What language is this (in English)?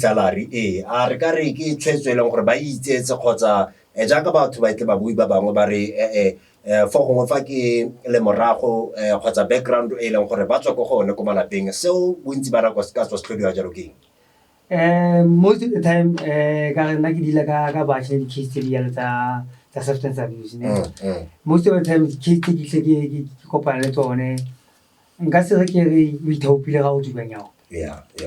Tswana